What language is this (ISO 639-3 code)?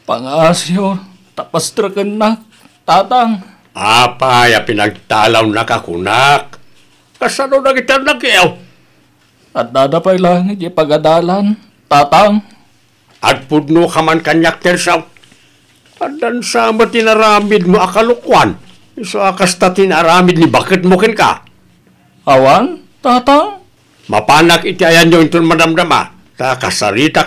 ilo